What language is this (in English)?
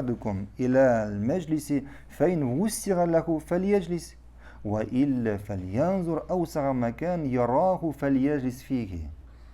Tatar